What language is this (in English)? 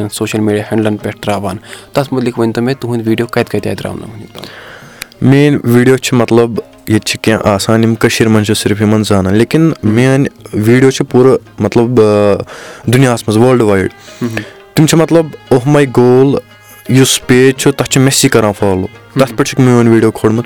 Kashmiri